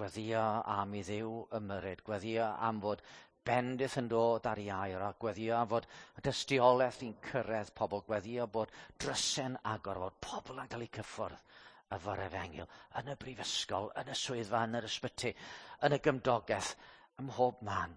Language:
Welsh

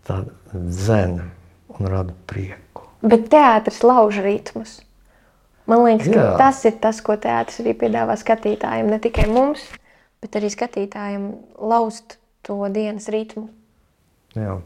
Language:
Latvian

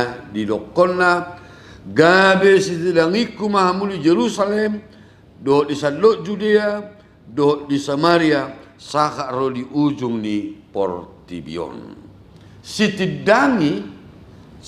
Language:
Batak Toba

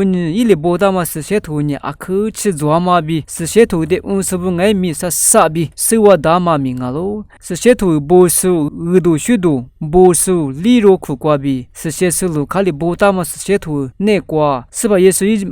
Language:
Lisu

